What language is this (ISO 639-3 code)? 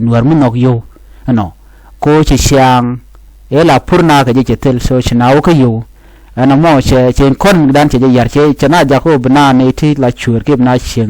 nus